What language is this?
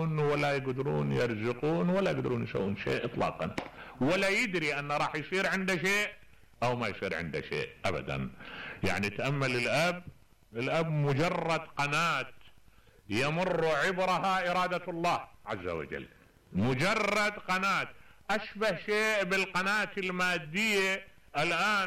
Mesopotamian Arabic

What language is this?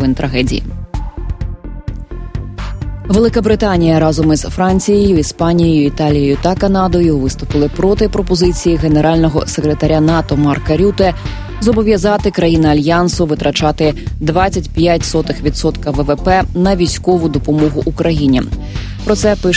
Ukrainian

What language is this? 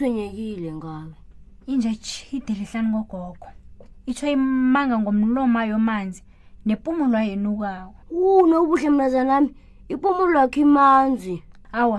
South Ndebele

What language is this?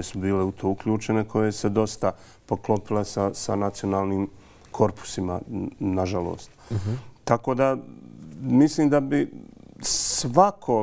Bosnian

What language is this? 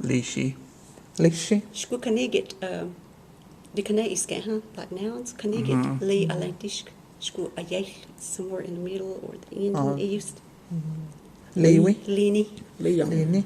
Cherokee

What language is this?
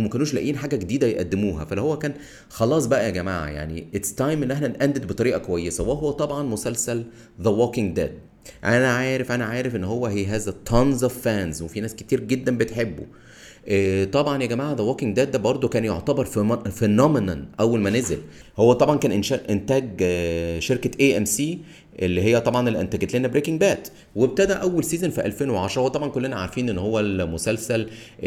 Egyptian Arabic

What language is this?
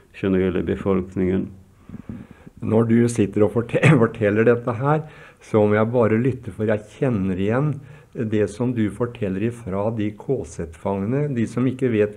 Norwegian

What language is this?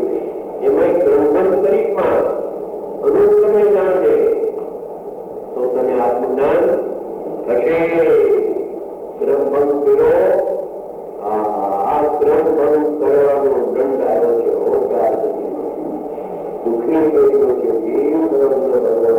Gujarati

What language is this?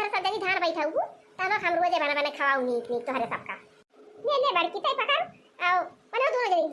Awadhi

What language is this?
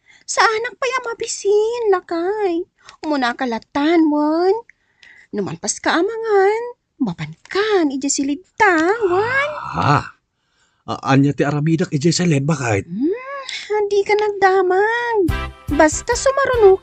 Iloko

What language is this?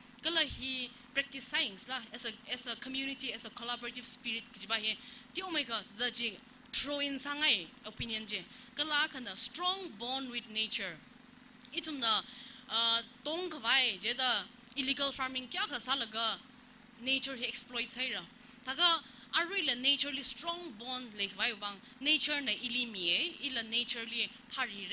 Tangkhul Naga (India)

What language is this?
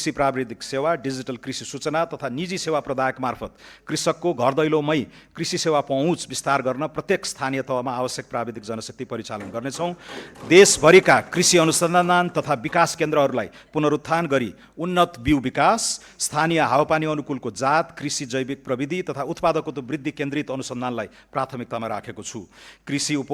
Nepali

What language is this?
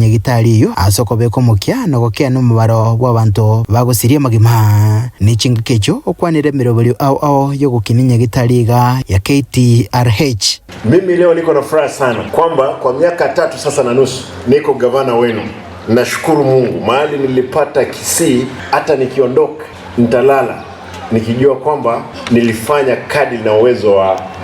Gusii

